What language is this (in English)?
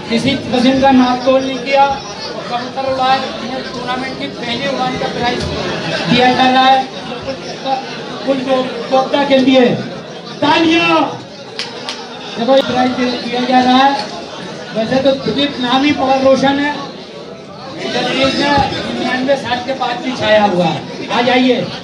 Hindi